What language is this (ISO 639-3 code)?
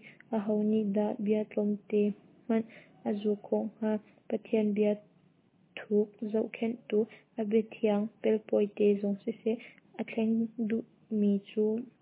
cnh